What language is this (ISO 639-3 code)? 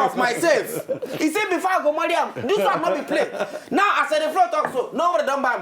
pcm